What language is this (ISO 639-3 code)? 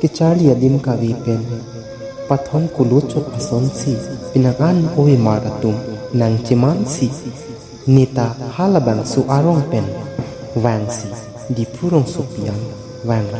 mjw